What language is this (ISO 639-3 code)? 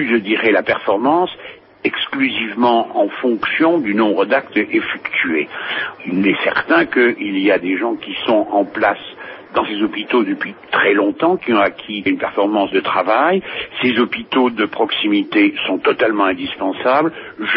fra